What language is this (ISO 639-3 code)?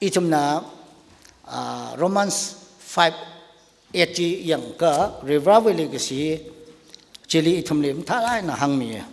nmf